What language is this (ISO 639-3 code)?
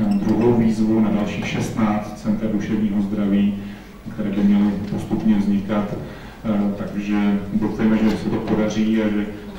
ces